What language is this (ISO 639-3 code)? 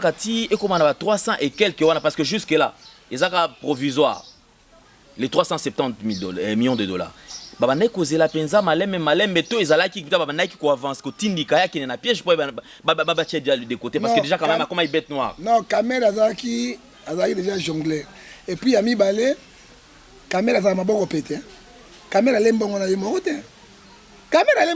lin